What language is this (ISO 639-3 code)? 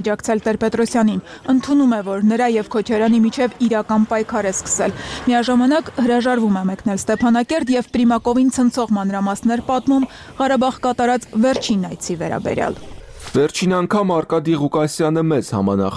hye